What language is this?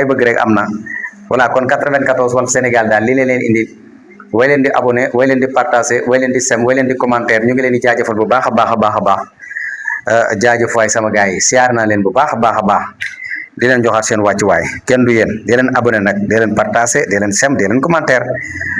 Wolof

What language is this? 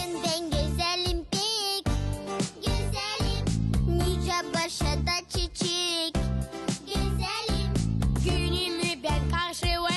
Gagauz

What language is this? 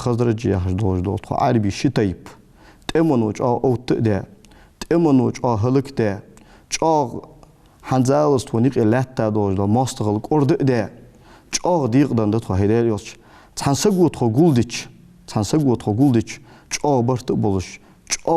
Ingush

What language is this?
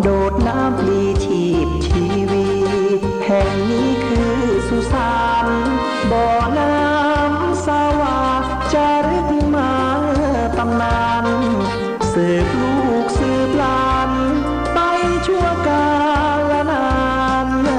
Pali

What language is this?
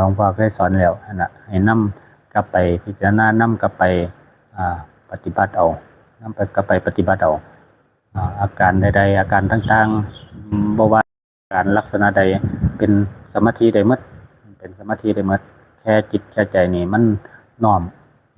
Northeastern Thai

